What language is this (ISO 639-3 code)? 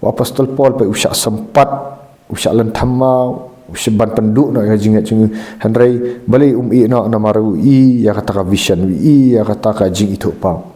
kha